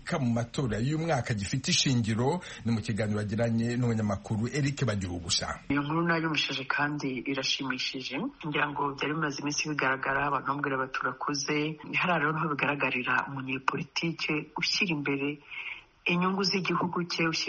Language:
Kinyarwanda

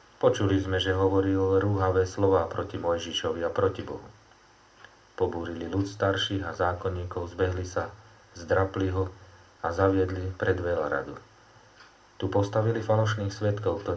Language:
Slovak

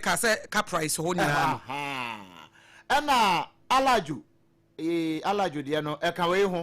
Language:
Akan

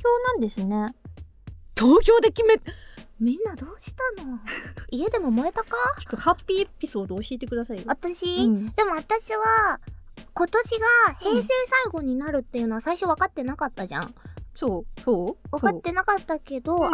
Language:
Japanese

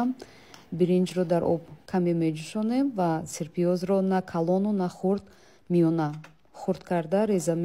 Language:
Tajik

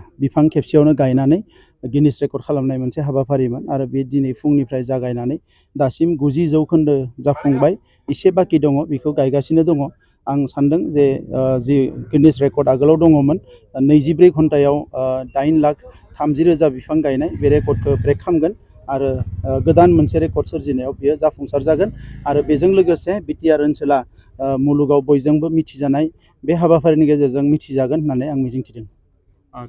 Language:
Bodo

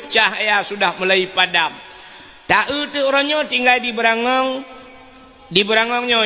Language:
Achinese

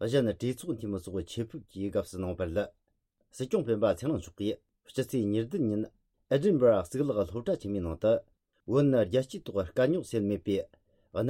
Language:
Tibetan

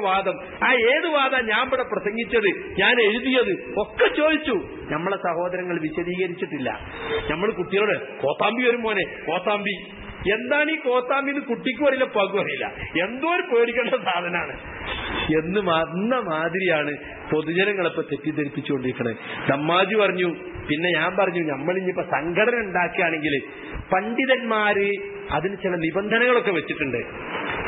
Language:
Malayalam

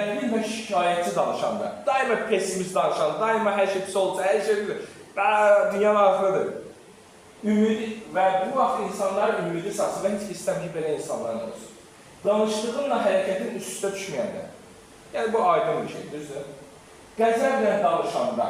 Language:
Azerbaijani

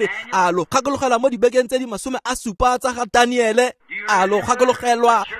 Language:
Tswana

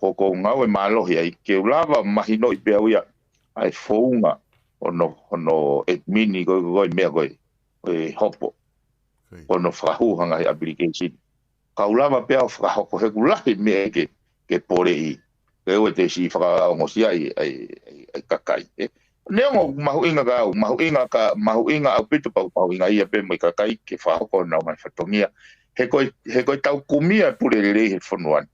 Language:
Tongan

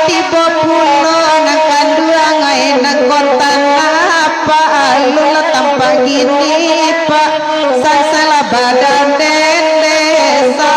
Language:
Minangkabau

